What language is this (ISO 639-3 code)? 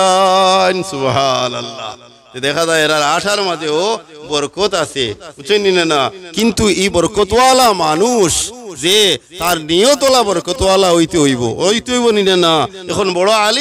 syl